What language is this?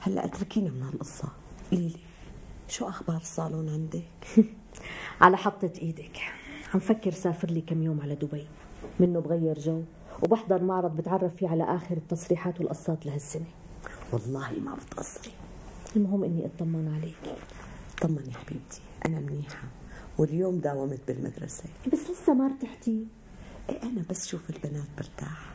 North Levantine Arabic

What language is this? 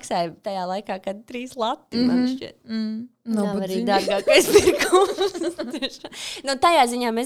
Latvian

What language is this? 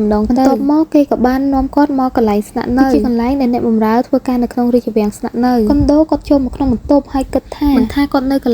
Khmer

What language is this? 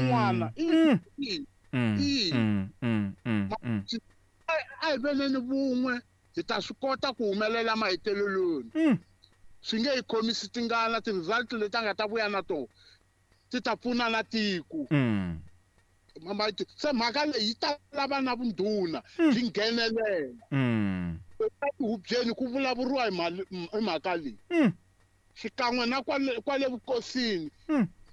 Tsonga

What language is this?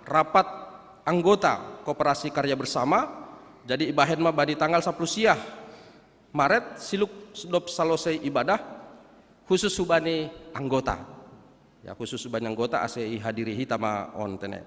Batak Simalungun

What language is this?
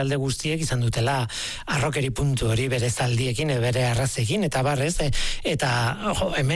Basque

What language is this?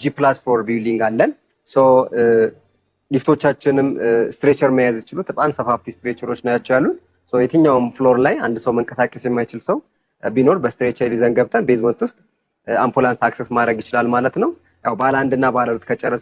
Amharic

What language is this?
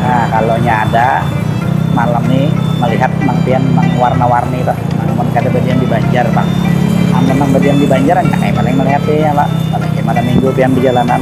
Banjar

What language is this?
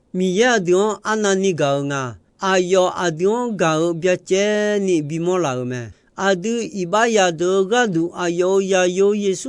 Akha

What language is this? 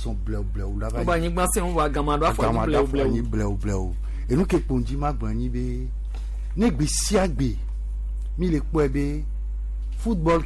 Gen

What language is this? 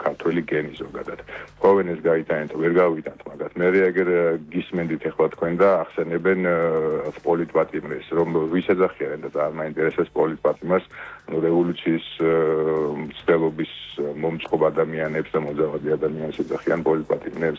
Georgian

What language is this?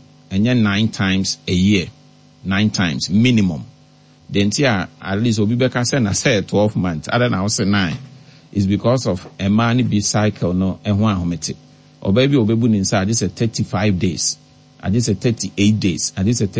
Akan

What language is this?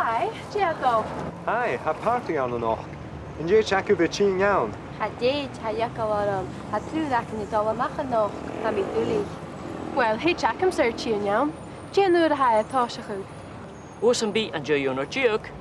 Scottish Gaelic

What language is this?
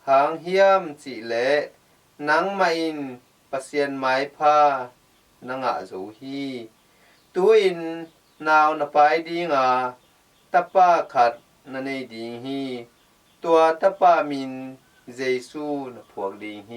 Tedim Chin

